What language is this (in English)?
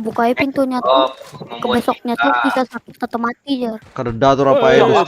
Banjar